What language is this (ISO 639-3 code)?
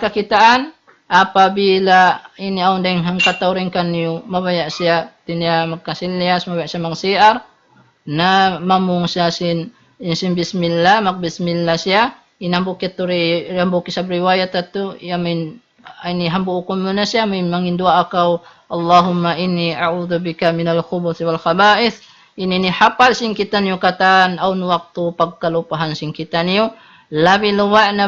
tsg